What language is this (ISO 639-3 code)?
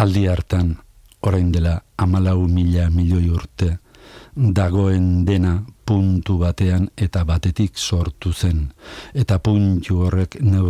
eus